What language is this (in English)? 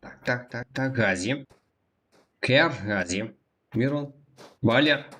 Kara-Kalpak